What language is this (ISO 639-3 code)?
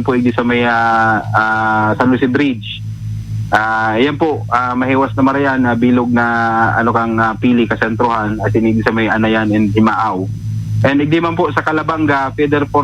bik